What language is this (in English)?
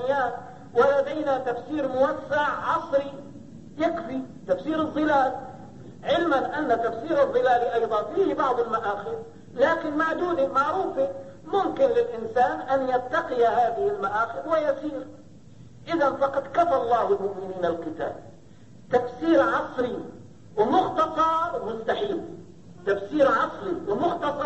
Arabic